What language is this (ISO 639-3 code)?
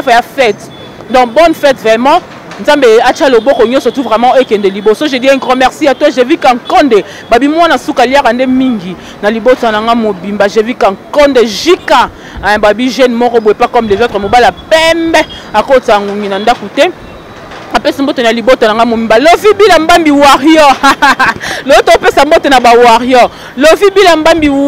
lin